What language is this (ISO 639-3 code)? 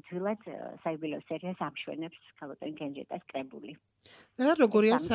kat